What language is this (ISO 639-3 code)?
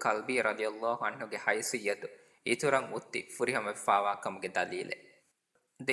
div